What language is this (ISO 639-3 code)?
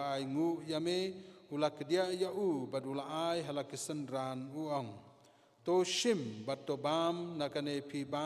kha